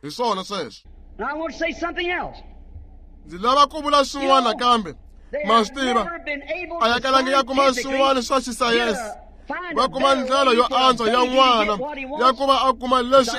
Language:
Tsonga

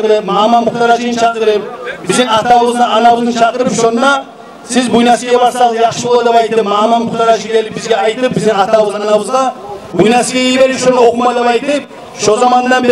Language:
Kumyk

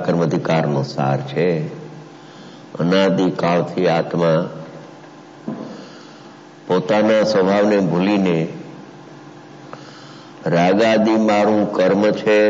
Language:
Gujarati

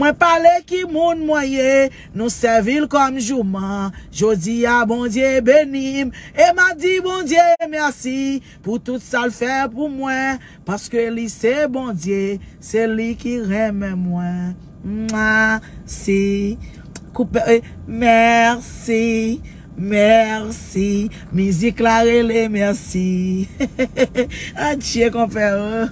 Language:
Haitian Creole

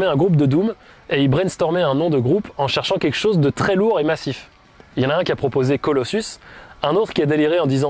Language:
French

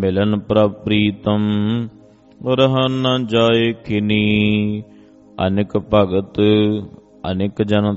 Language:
Punjabi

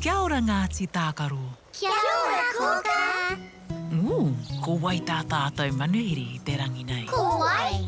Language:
Māori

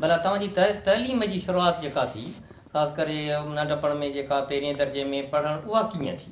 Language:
Sindhi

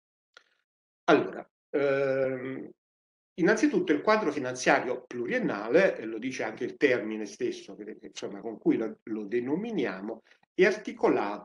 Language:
Italian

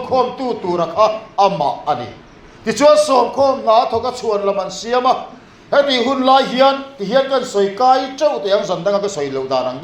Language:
Mizo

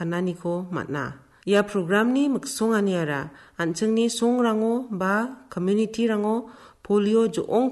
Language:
Garo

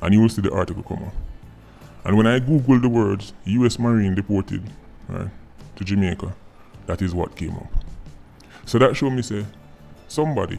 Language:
Jamaican Creole English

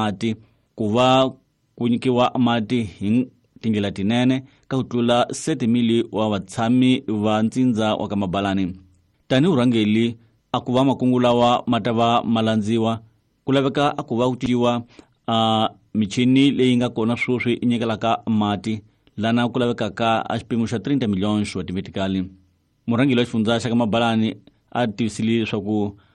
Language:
Tsonga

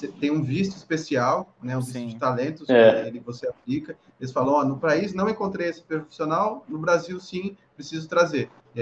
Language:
Portuguese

